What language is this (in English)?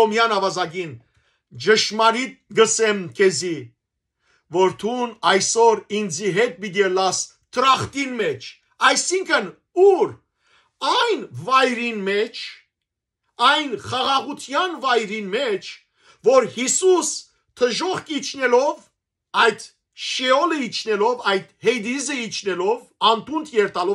Western Armenian